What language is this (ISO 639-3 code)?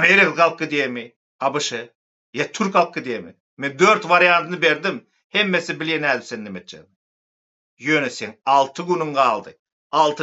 tuk